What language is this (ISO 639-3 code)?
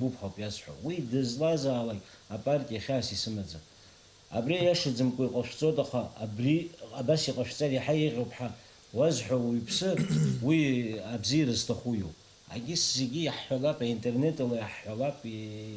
abk